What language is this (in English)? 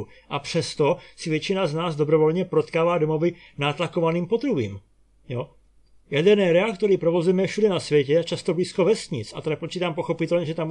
Czech